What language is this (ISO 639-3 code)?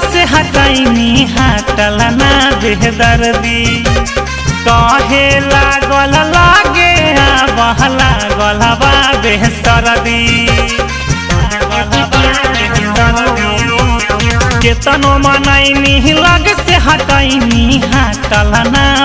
bho